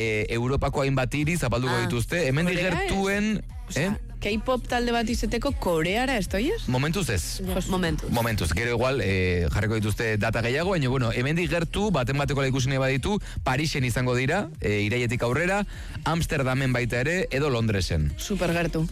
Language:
Basque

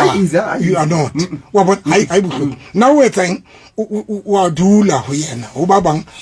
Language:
Southern Sotho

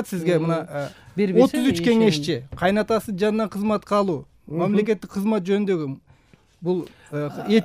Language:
Kyrgyz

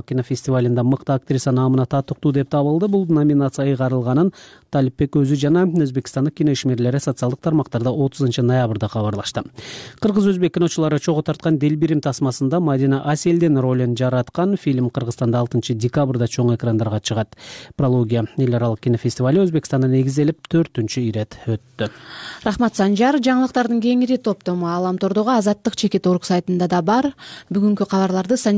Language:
Kyrgyz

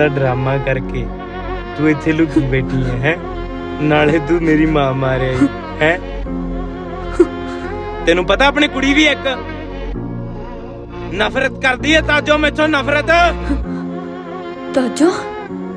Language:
Punjabi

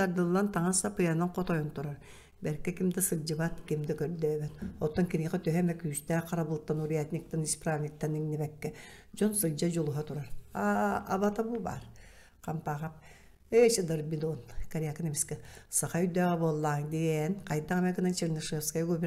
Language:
Yakut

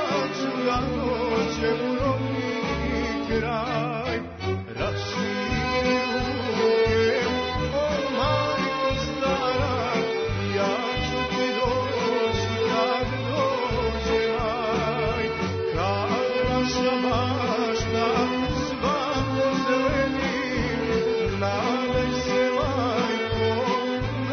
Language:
Serbian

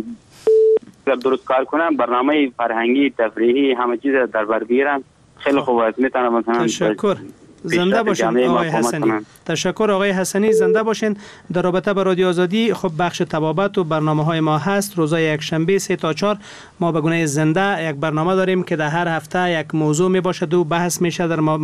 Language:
Persian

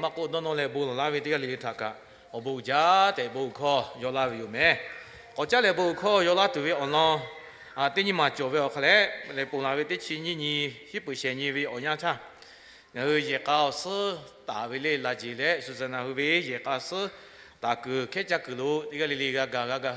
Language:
Lahu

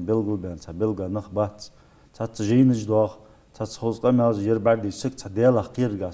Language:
Ingush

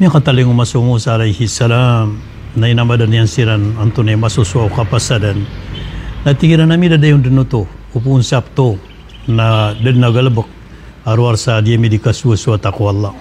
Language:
Maranao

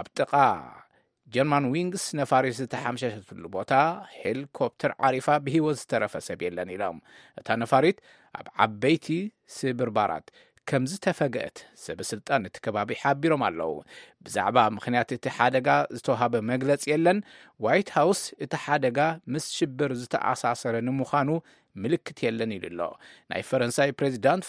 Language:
Tigrinya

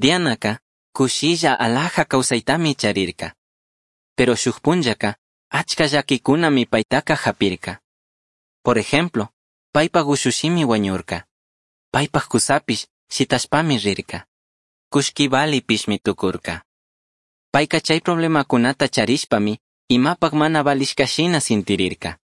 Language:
Chimborazo Highland Quichua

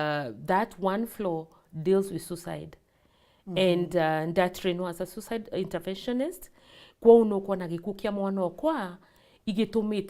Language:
Meru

